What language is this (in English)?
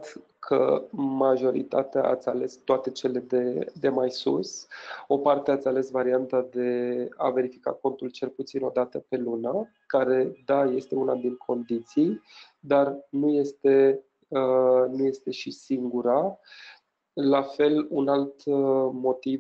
Romanian